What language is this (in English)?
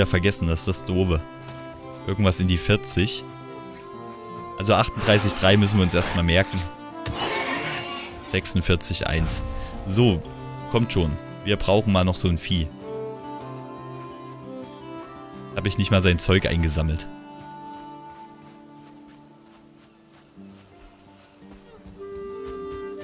German